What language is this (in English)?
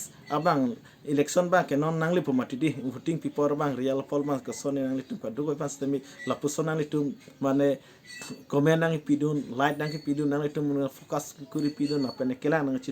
Karbi